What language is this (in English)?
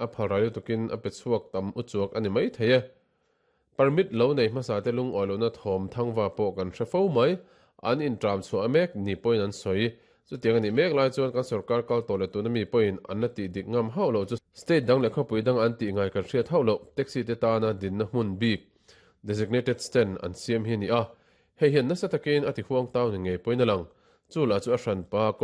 Mizo